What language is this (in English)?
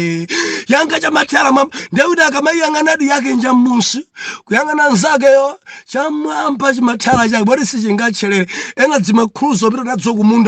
Nyanja